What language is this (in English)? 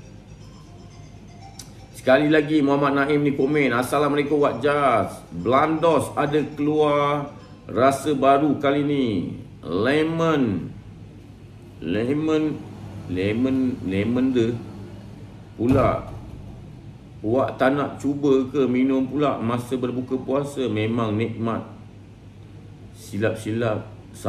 Malay